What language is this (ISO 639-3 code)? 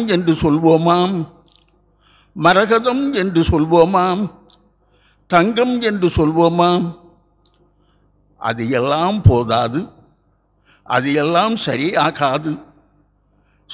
tam